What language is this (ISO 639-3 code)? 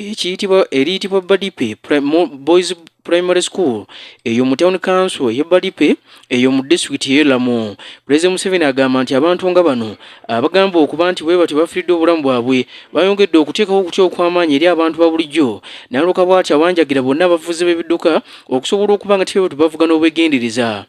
lug